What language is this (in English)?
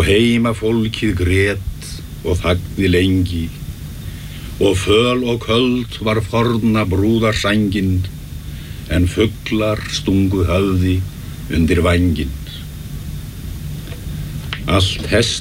Icelandic